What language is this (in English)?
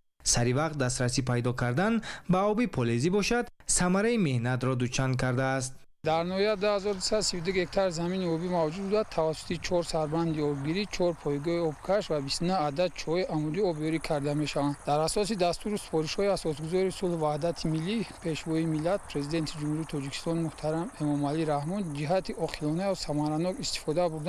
Tajik